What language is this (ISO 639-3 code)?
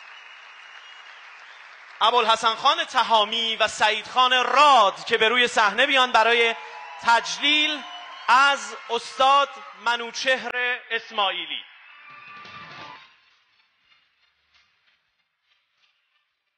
fas